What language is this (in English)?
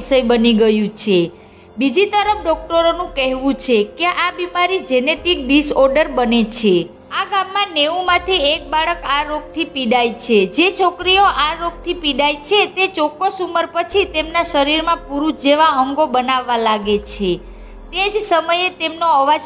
Gujarati